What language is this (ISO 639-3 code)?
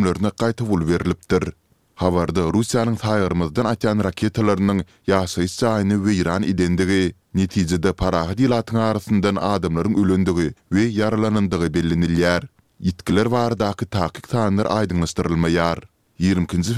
tuk